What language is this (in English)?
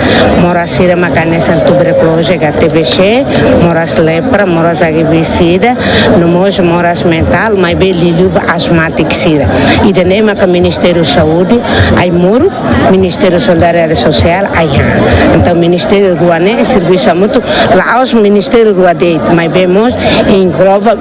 Tetum